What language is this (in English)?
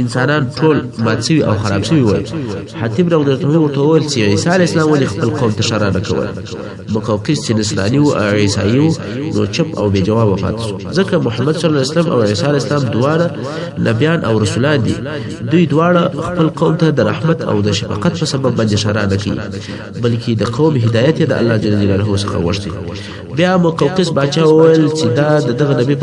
Pashto